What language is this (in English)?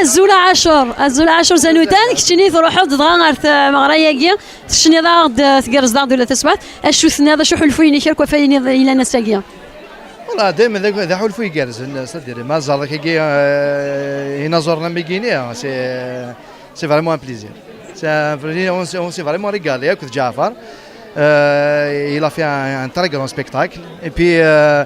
Kabyle